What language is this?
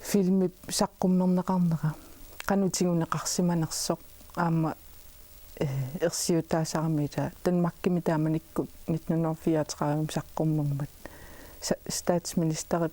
Kalaallisut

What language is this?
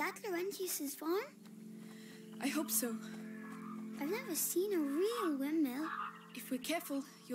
English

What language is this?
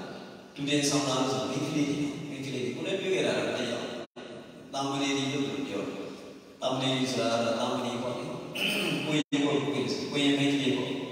Burmese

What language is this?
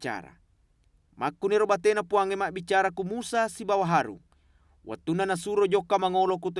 Buginese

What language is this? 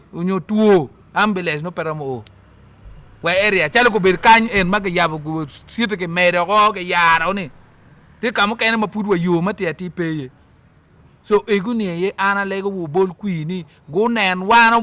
Acoli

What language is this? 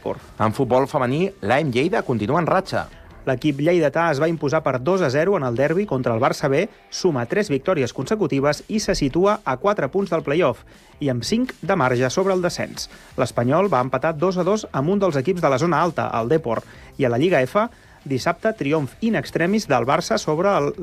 Catalan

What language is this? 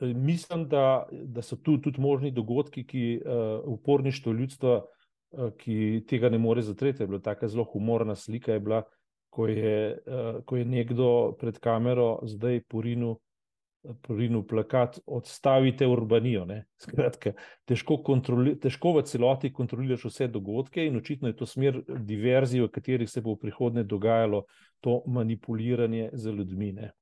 Slovenian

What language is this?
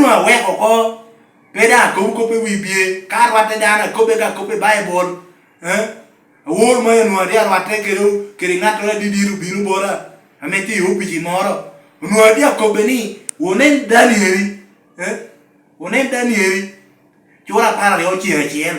Lango (Uganda)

